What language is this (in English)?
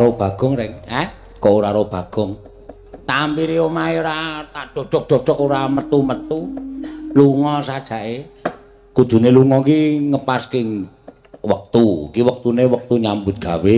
Javanese